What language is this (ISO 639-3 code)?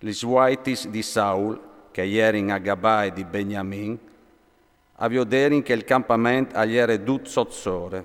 fur